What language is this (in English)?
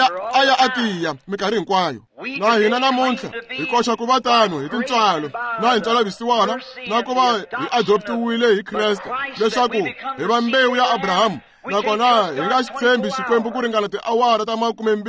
Tsonga